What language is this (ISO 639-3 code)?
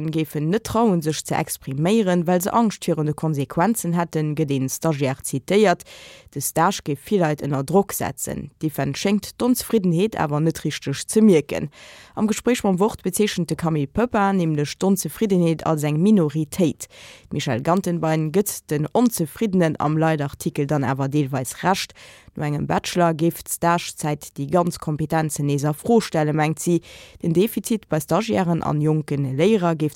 ltz